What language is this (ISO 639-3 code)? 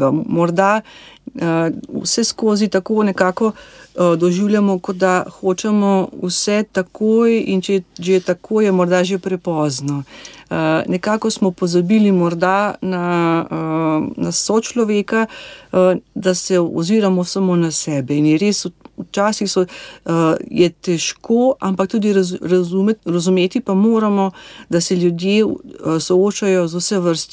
slv